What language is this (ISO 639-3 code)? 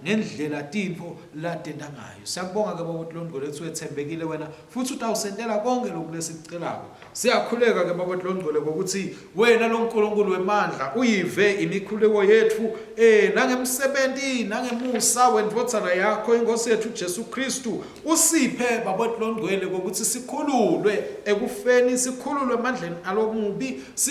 ssw